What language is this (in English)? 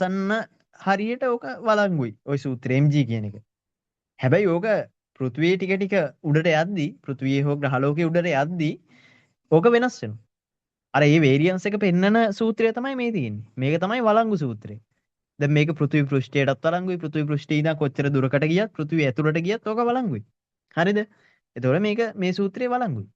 Sinhala